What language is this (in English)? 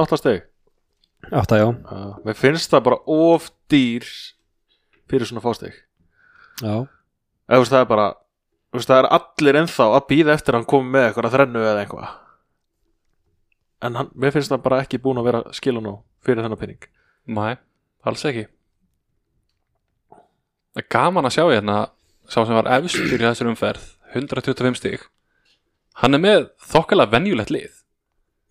Icelandic